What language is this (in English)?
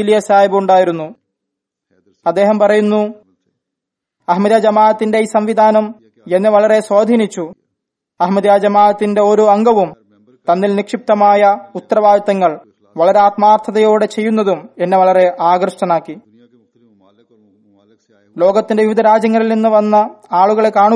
Malayalam